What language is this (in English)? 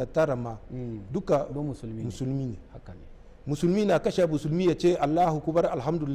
Hausa